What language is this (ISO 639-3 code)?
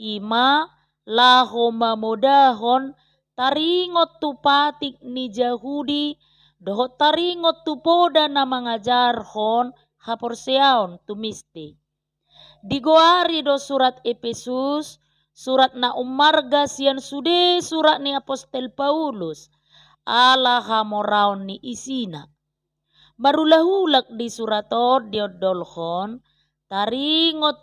bbc